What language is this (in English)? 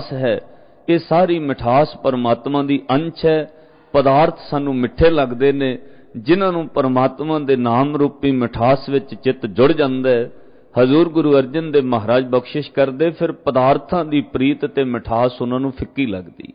Punjabi